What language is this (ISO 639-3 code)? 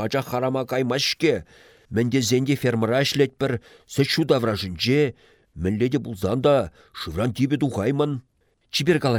chv